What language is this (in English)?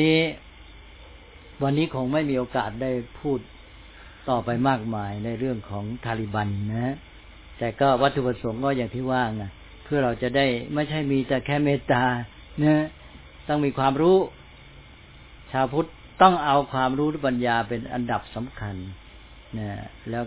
Thai